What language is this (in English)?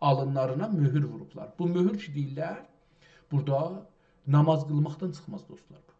South Azerbaijani